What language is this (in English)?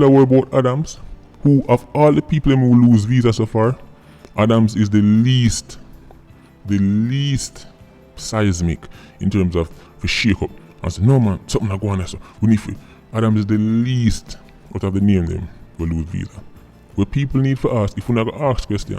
Jamaican Creole English